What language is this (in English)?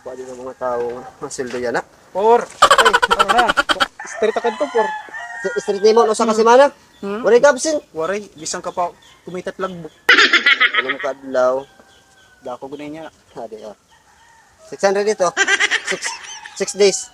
Waray